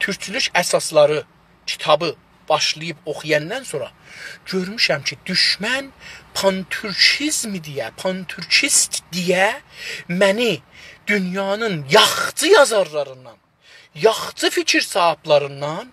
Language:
South Azerbaijani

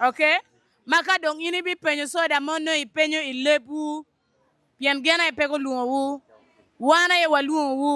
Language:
Acoli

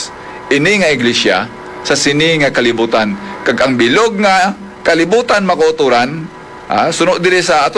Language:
Hiligaynon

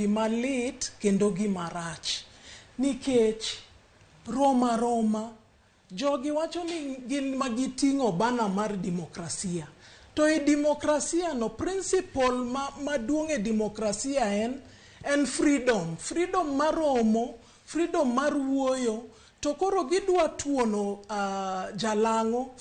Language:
Luo (Kenya and Tanzania)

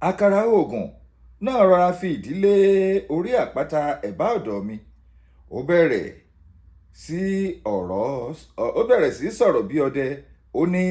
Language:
Yoruba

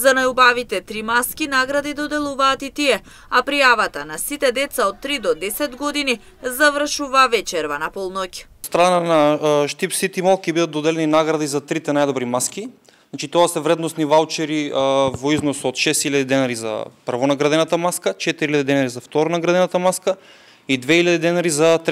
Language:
Macedonian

